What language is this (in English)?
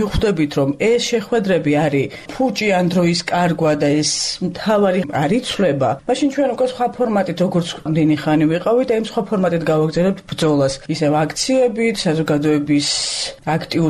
Georgian